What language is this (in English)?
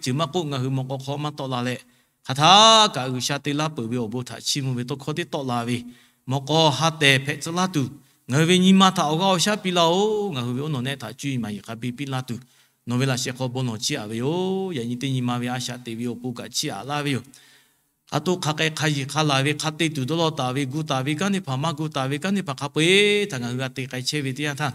Lahu